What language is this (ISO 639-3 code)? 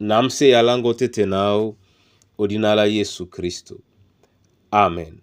dua